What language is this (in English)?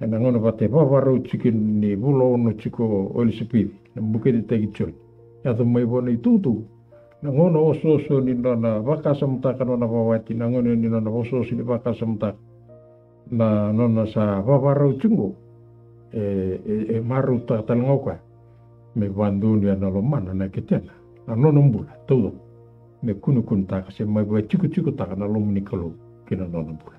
Fijian